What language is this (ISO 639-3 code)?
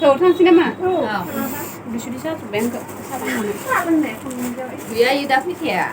brx